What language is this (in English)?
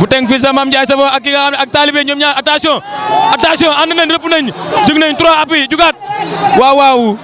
Wolof